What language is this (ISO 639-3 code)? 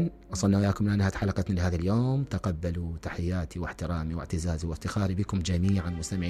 acm